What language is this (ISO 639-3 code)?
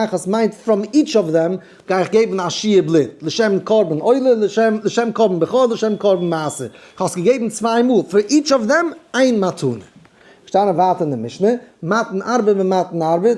yid